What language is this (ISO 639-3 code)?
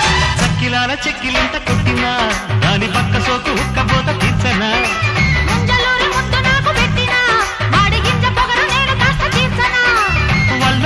tel